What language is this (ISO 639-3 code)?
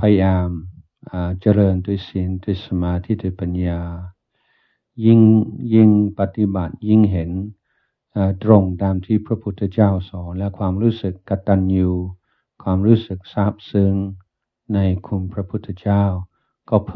tha